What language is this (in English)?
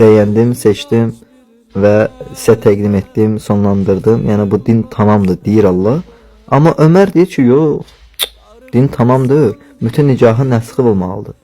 Azerbaijani